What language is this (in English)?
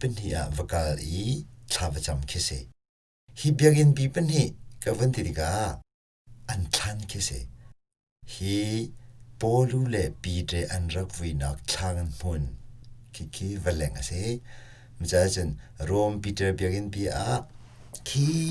Hakha Chin